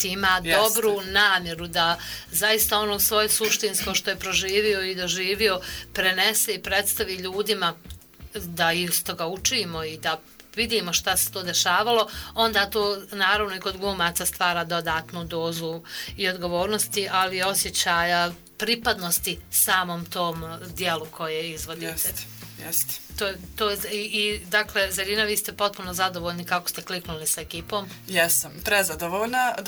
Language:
Bosnian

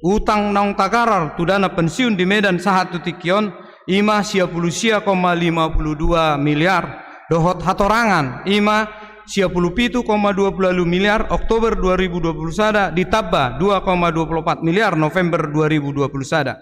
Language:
Batak Toba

